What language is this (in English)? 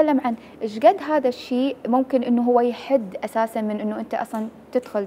Mesopotamian Arabic